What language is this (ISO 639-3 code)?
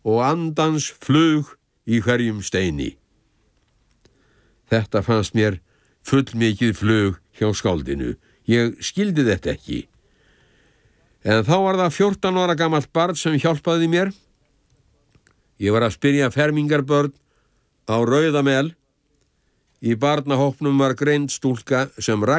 isl